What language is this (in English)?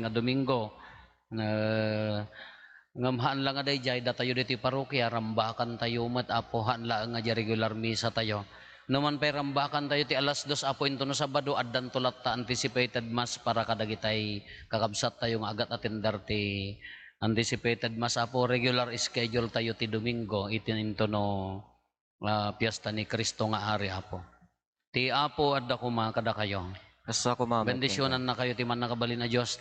Iloko